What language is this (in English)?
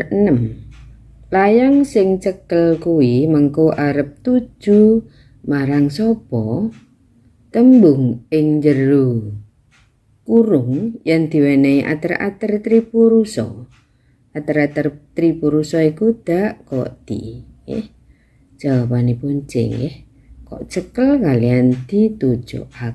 Javanese